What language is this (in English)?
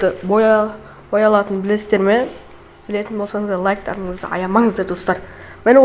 Kazakh